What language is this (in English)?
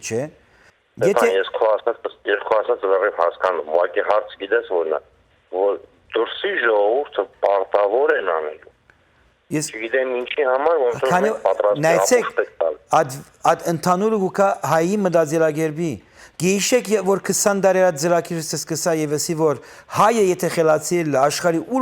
Western Armenian